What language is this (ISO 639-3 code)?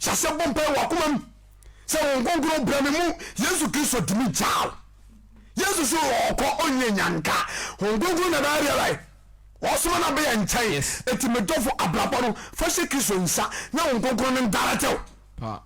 aka